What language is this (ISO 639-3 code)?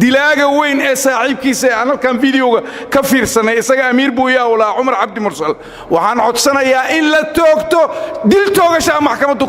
som